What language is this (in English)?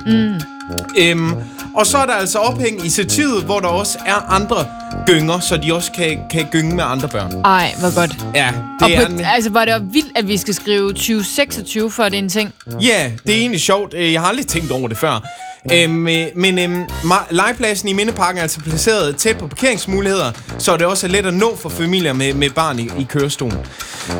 Danish